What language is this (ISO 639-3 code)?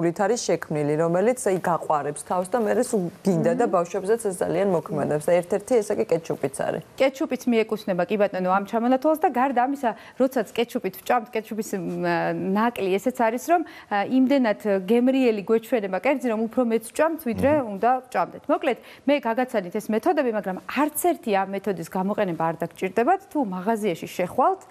kat